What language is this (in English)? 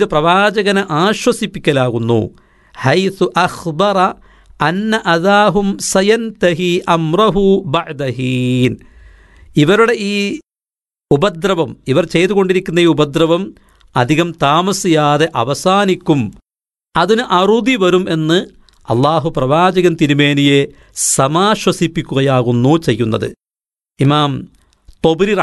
Malayalam